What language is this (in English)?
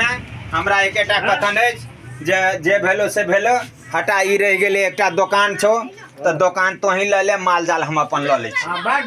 Maithili